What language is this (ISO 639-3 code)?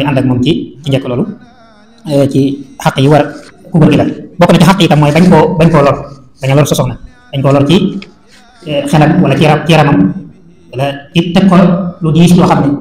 wol